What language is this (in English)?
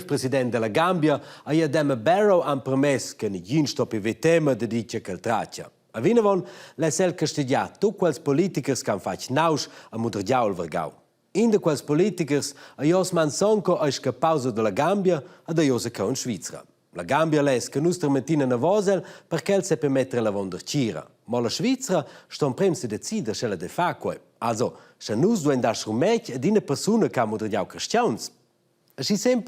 Romansh